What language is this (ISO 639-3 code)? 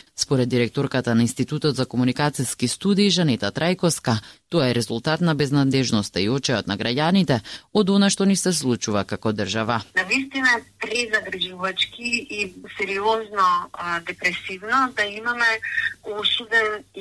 mkd